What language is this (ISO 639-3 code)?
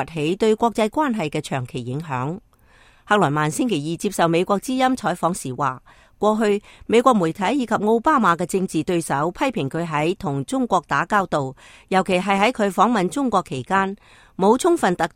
yue